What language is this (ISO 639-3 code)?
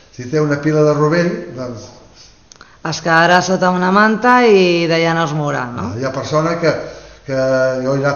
cat